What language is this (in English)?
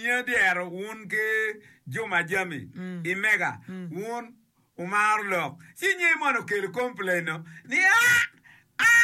Acoli